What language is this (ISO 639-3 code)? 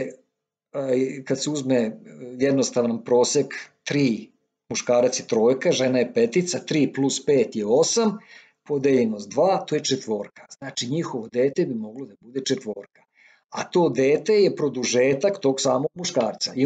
srp